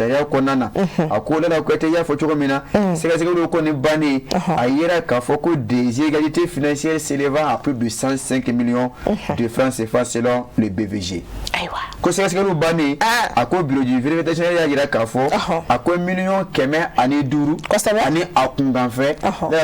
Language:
Bambara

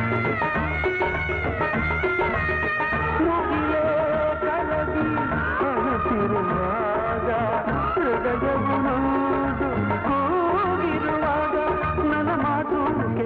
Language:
Kannada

